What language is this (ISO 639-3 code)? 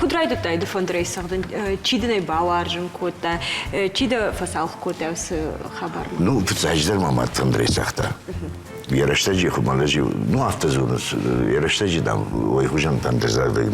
oss